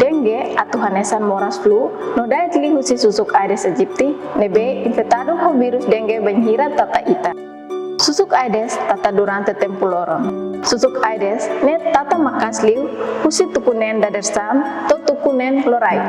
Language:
Tetum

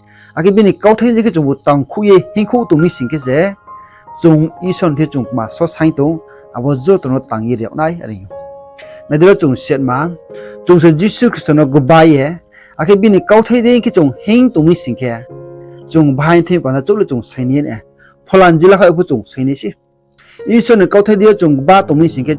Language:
Riang (India)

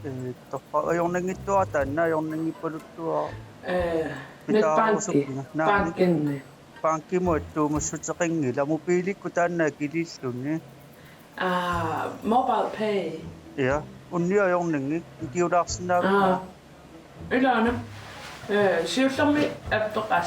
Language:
Kalaallisut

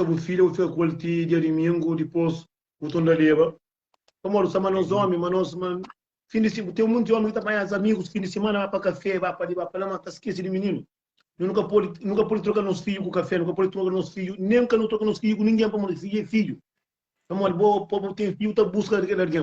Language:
Kabuverdianu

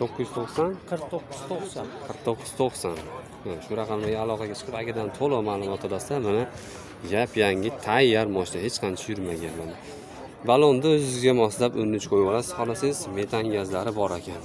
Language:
Uzbek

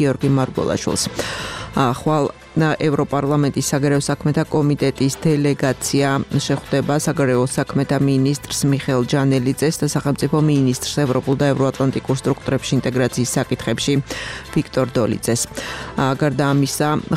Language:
Georgian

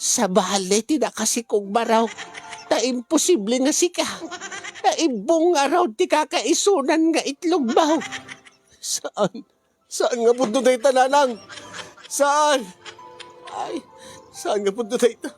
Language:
Iloko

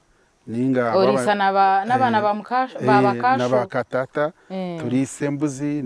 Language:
Nyankole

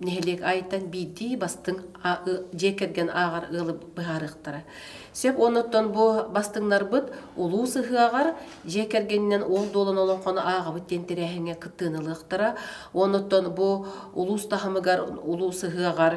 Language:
Yakut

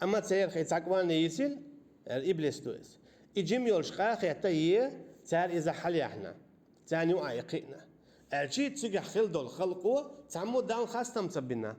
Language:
Chechen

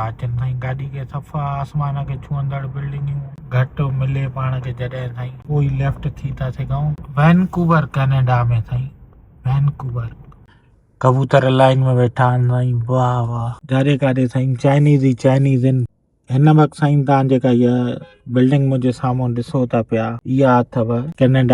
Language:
Sindhi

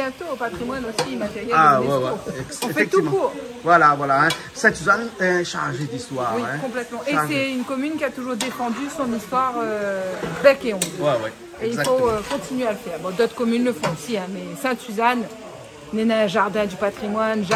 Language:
Réunion Creole French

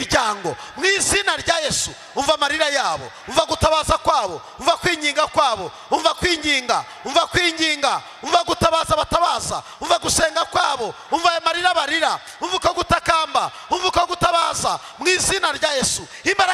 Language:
Kinyarwanda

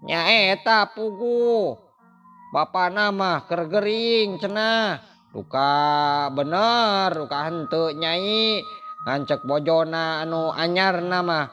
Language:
Sundanese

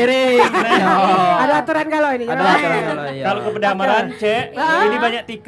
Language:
Musi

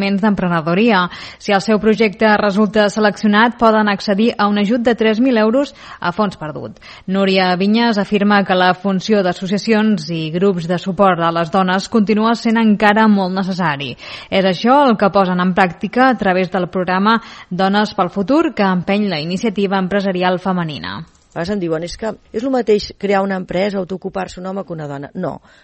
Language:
Catalan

